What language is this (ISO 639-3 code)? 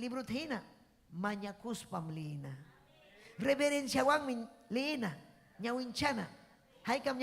quy